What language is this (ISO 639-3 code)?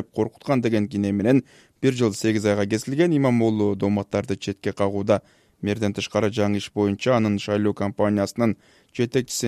kir